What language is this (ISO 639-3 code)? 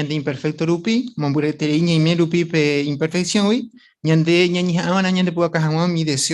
grn